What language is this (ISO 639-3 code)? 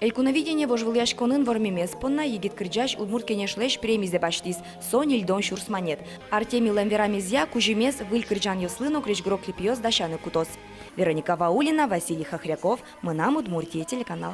udm